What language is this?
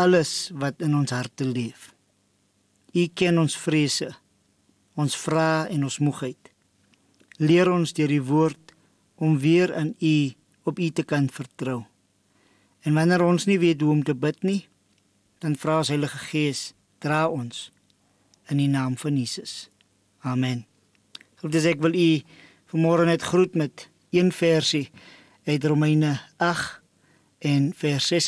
Afrikaans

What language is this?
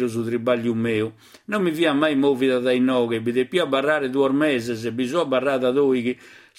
Sardinian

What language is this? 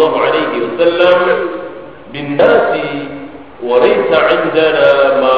Indonesian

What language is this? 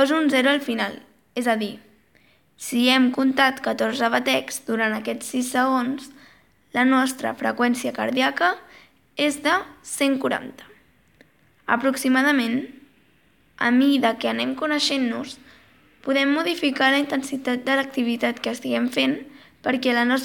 Catalan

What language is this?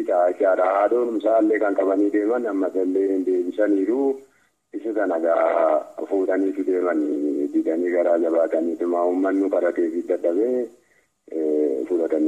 Oromo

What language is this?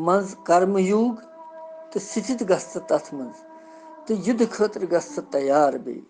Kashmiri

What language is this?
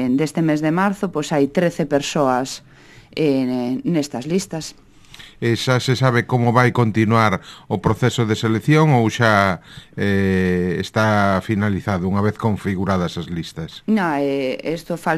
Galician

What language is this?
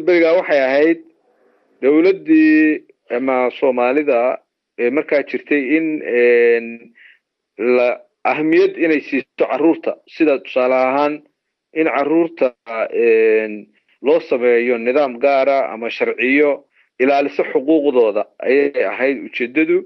Somali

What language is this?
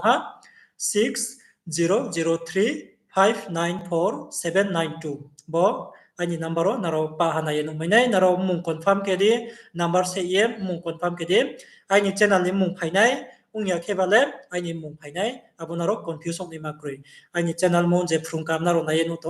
Riang (India)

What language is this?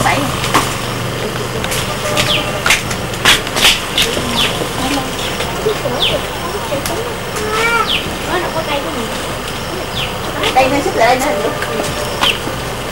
Vietnamese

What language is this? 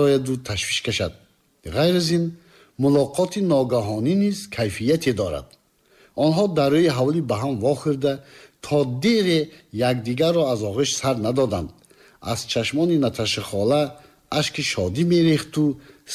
Tajik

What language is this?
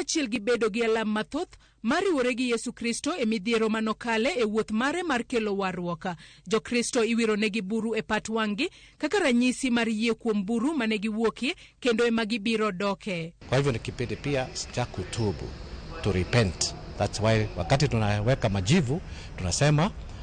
Luo (Kenya and Tanzania)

